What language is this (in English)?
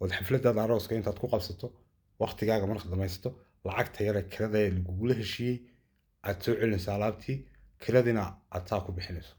Somali